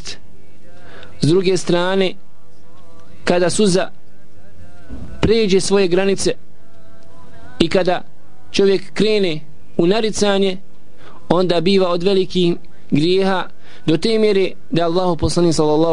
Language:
Bosnian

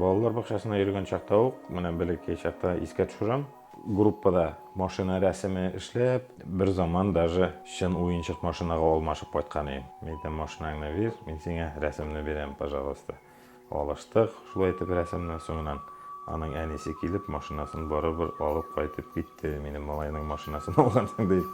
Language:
Bashkir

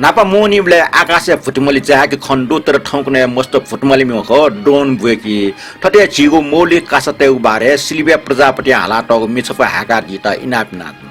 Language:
Newari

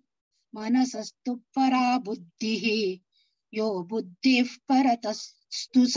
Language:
Sanskrit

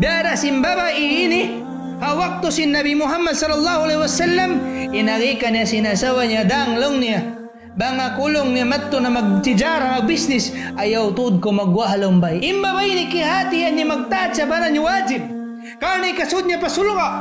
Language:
Tausug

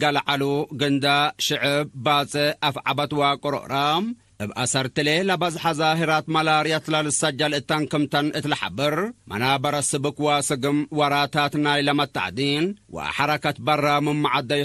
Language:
Tigre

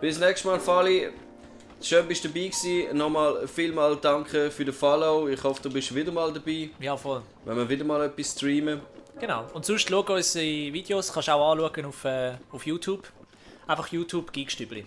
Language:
Swiss German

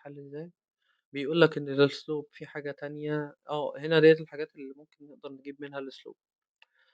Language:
Egyptian Arabic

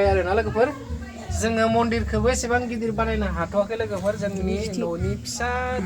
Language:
Bodo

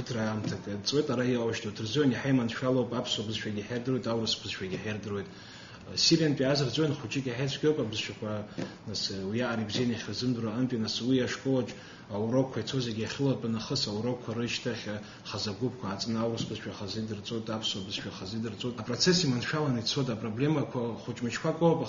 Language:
Abkhazian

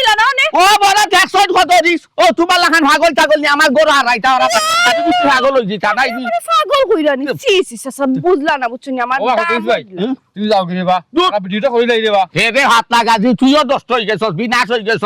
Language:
Sylheti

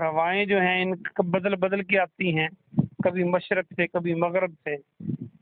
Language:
Urdu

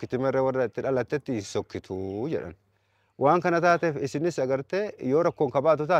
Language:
Oromo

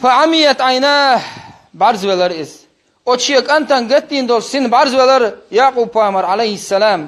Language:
Chechen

